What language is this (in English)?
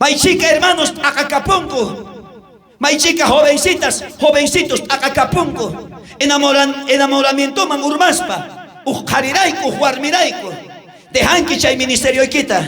South Bolivian Quechua